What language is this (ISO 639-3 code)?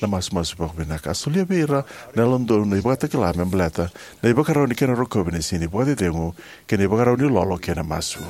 fij